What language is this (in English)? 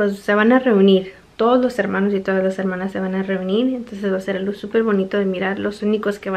Spanish